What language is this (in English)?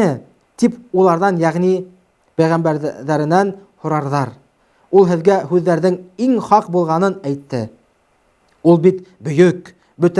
Bashkir